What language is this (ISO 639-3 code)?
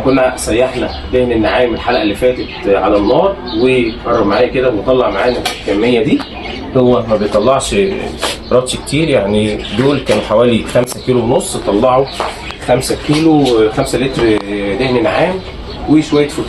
arz